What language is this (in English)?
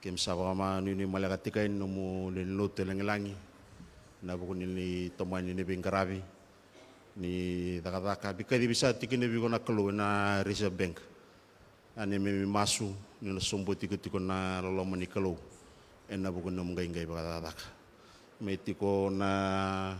Fijian